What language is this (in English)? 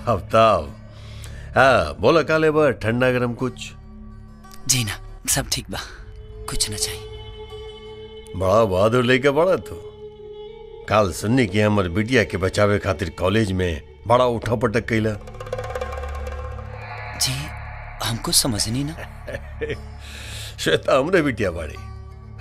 Bhojpuri